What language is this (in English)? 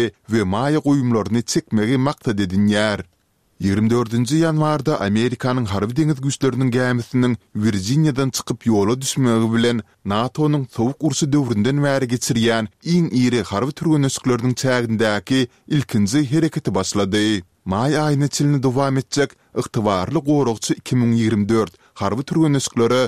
Turkmen